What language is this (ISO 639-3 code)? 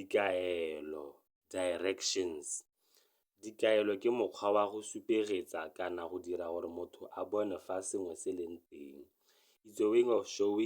tsn